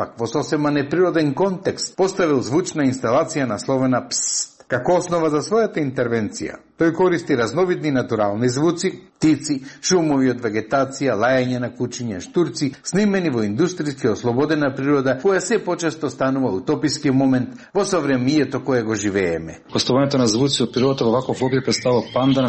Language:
Macedonian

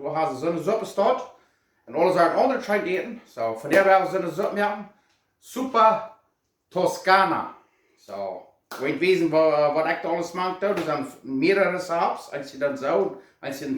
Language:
Plautdietsch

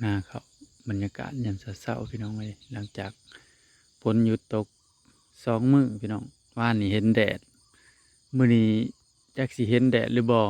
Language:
Northeastern Thai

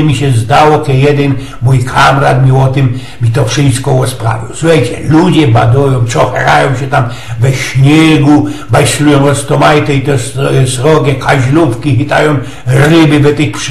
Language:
Silesian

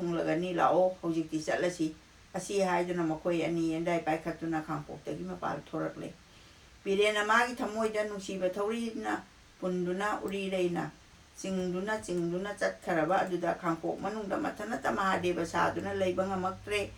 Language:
Manipuri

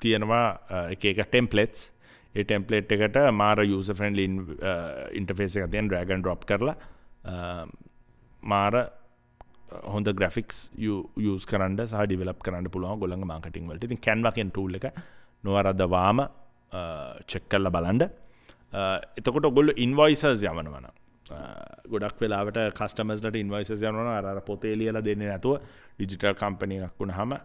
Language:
Sinhala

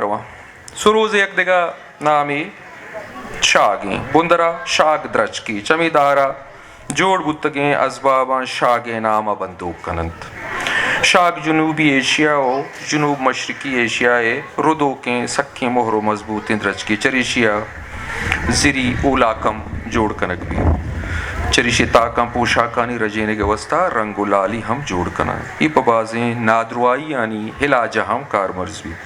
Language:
Eastern Balochi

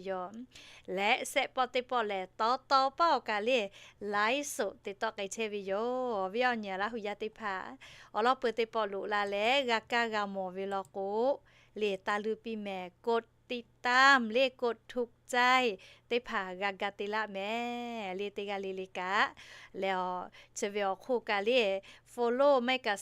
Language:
Lahu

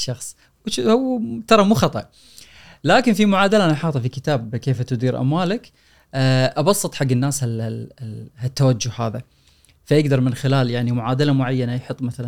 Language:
Gulf Arabic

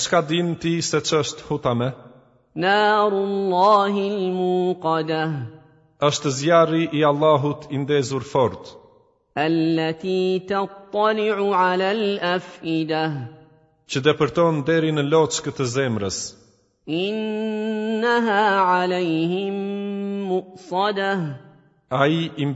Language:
Albanian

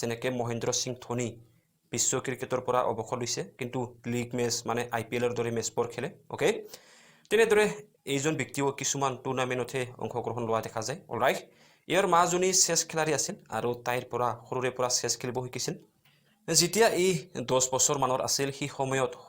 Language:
Assamese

